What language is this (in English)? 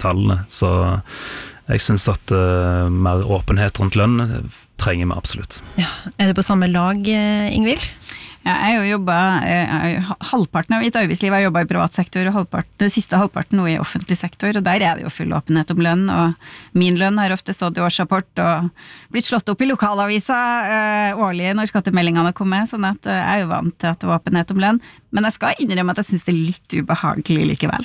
Norwegian